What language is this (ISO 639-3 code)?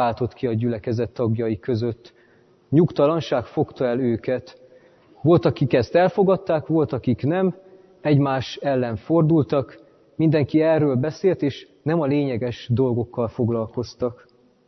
hun